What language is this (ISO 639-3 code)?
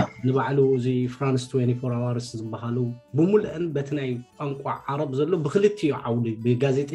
tir